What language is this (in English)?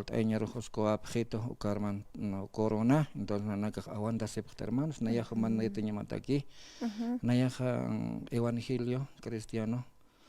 Aymara